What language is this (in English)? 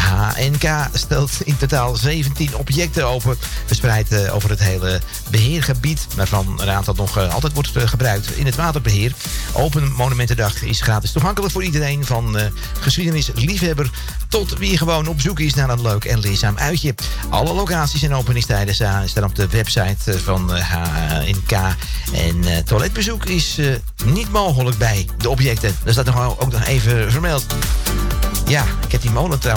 Dutch